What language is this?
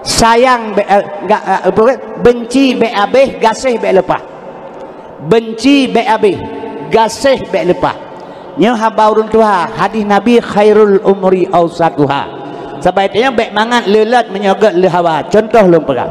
Achinese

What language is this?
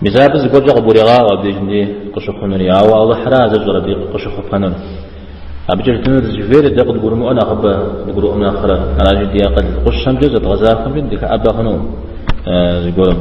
Kabardian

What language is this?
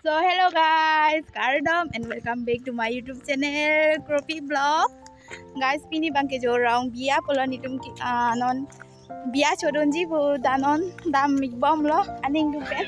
Karbi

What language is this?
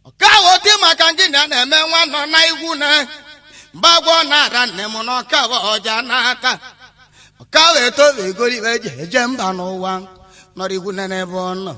Igbo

